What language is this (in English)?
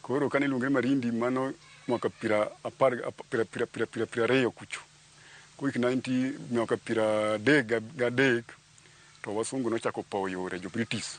Luo (Kenya and Tanzania)